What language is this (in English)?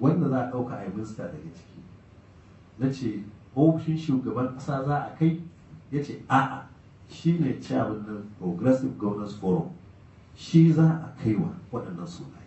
Hausa